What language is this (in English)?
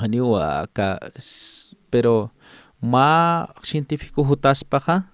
Aymara